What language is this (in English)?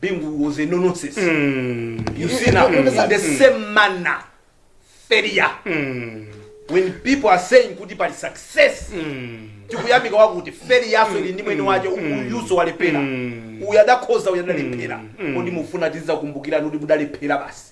Nyanja